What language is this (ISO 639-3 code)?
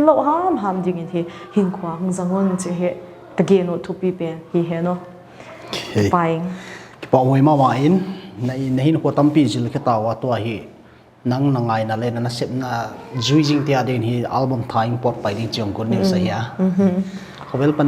pck